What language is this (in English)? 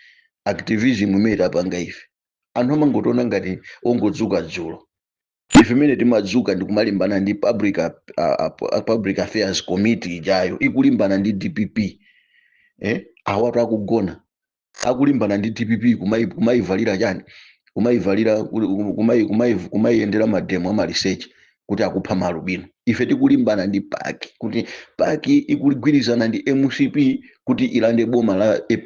Nyanja